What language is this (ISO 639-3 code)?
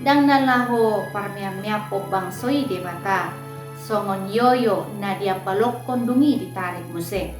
bbc